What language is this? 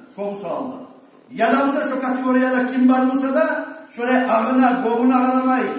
Kumyk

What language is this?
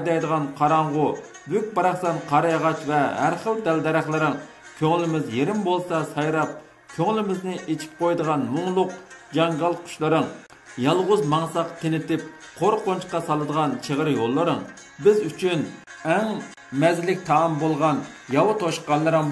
Uyghur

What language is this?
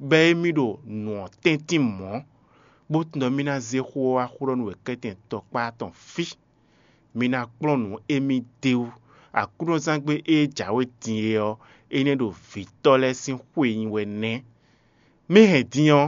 Fon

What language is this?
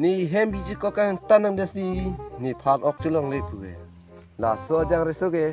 Karbi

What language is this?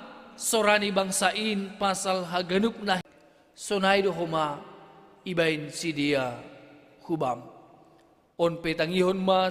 Batak Simalungun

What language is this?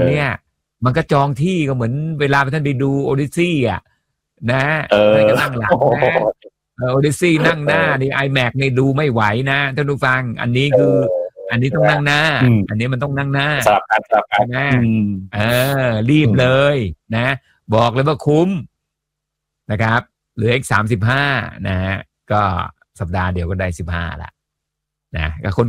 Thai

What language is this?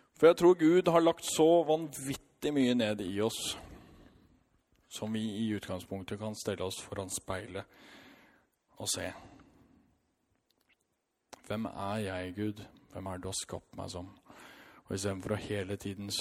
Norwegian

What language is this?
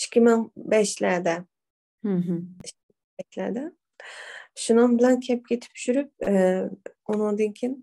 Uyghur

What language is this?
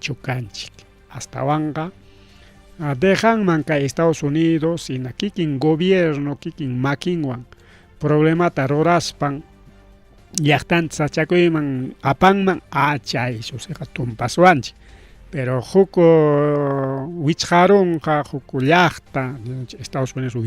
Ayacucho Quechua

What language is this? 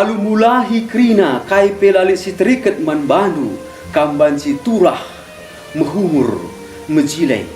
Batak Karo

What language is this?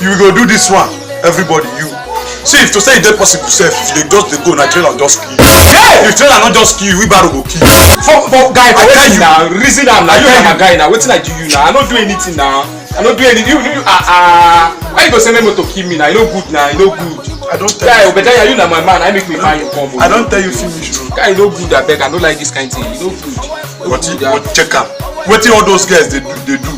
Nigerian Pidgin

